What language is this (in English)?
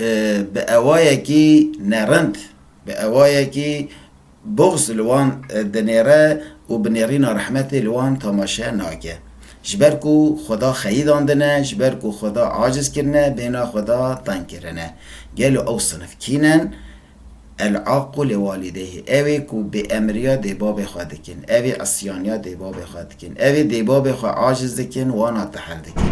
Kurdish